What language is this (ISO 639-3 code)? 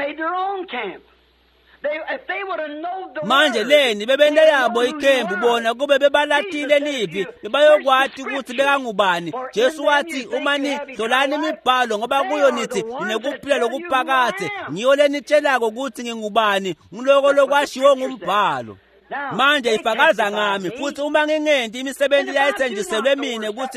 ssw